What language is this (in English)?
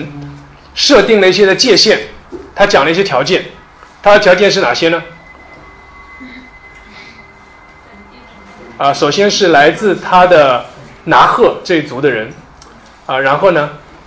Chinese